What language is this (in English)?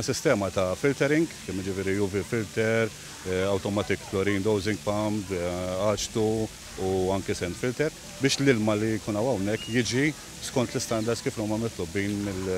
Maltese